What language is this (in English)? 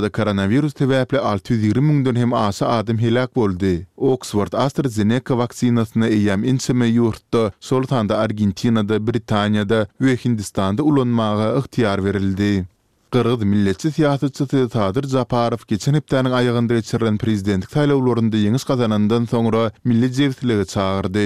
Turkmen